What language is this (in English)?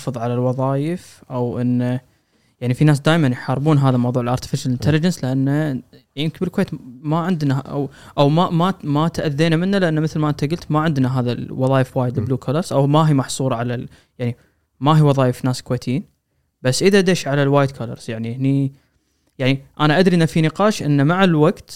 Gulf Arabic